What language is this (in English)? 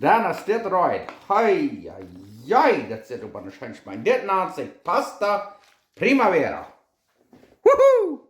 Plautdietsch